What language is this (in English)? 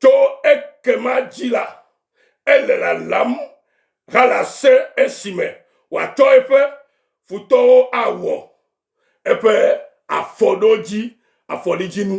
Ewe